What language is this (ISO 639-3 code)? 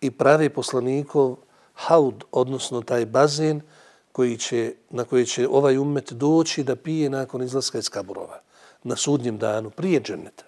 bos